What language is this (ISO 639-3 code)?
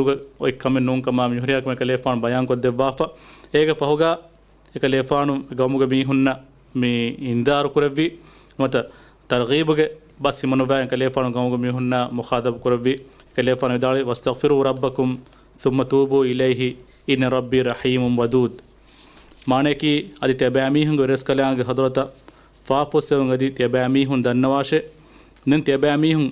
div